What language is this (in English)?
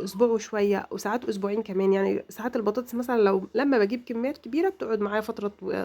Egyptian Arabic